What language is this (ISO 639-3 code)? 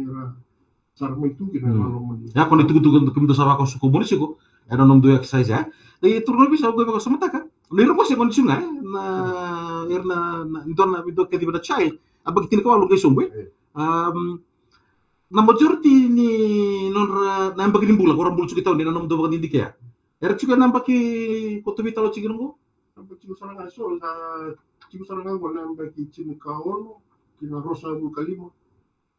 fij